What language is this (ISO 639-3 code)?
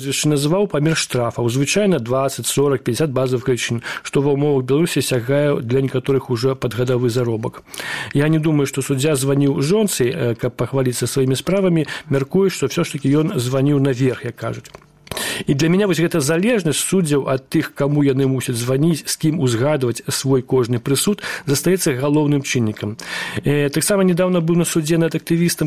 bel